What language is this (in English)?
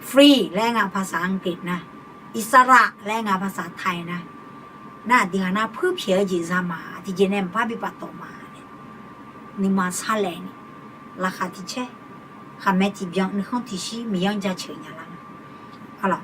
Akha